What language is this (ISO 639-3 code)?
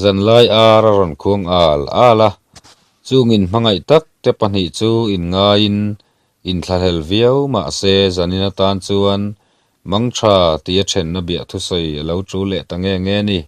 lus